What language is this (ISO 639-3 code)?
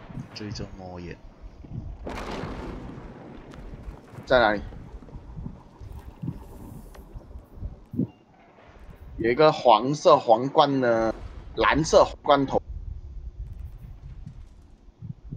zho